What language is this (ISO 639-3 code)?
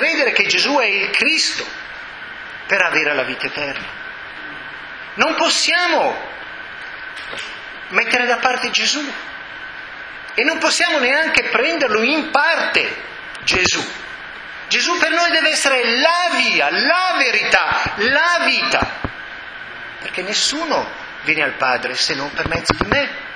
ita